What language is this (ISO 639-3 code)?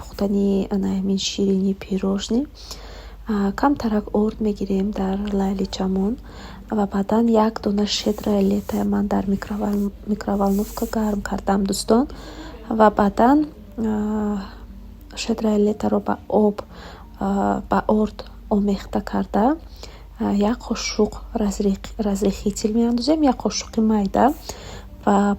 tgk